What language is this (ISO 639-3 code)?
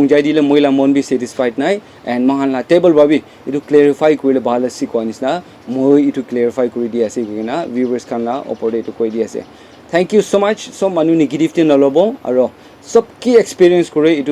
nag